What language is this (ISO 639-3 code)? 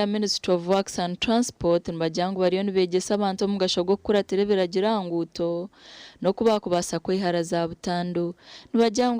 nyn